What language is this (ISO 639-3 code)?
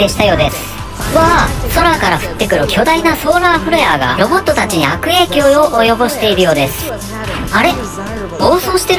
jpn